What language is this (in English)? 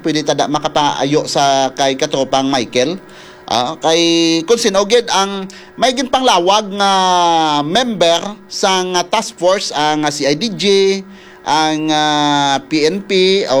Hiligaynon